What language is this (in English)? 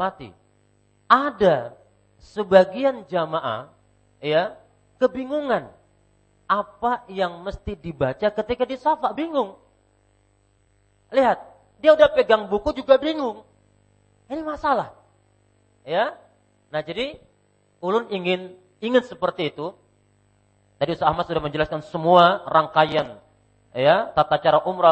Indonesian